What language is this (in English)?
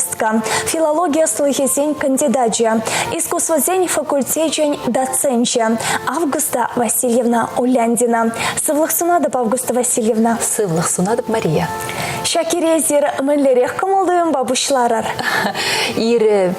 Chuvash